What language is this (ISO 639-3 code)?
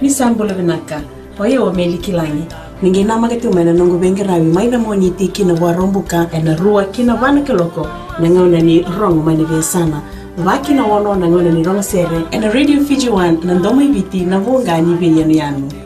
fij